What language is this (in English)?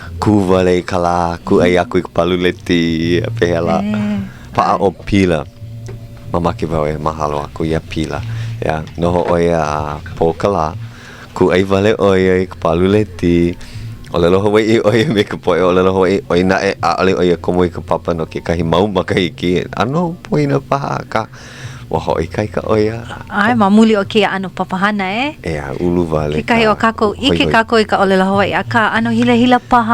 Hawaiian